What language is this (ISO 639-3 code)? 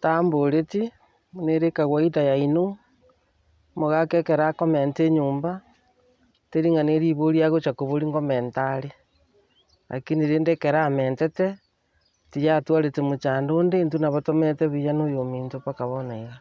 guz